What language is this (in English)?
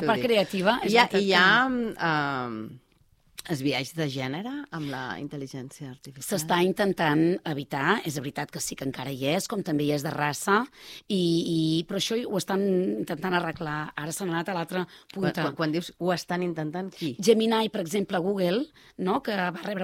Catalan